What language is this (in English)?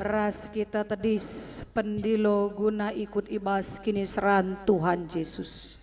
Batak Karo